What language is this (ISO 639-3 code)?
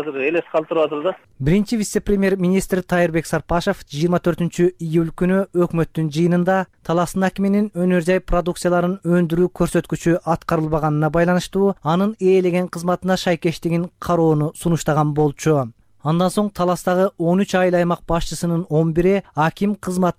kir